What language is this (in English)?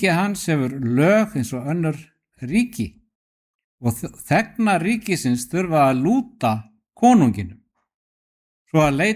Icelandic